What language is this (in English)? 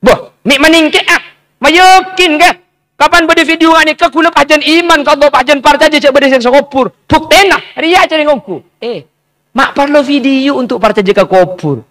Madurese